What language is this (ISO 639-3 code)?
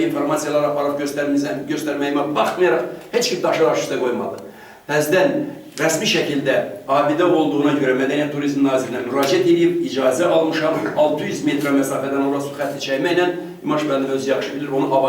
aze